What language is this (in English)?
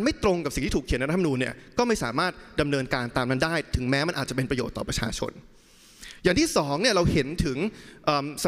Thai